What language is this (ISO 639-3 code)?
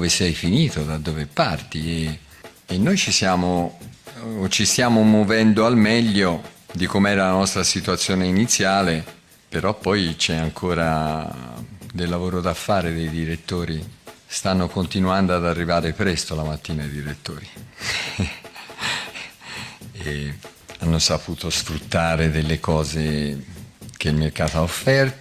ita